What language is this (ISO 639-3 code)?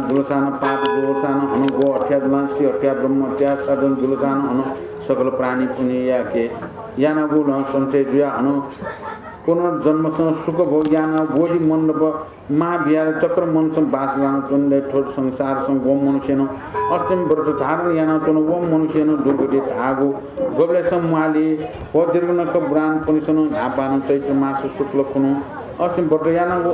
new